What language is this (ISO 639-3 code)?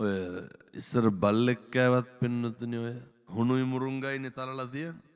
sin